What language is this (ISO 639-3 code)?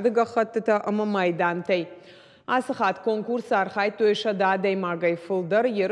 oss